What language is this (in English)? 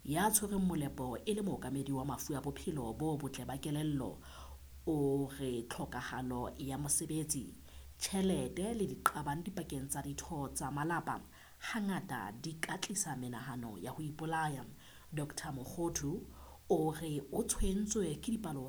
Southern Sotho